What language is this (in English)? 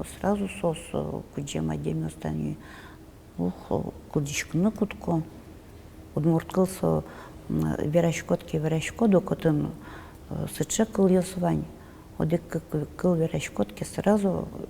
Udmurt